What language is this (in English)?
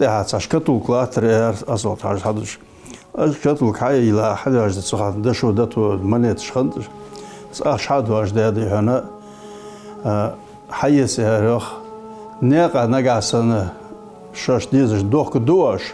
Ingush